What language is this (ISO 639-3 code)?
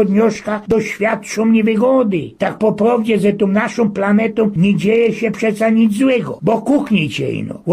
szl